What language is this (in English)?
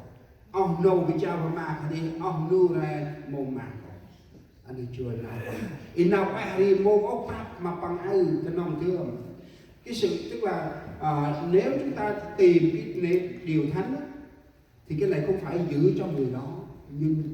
Central Mnong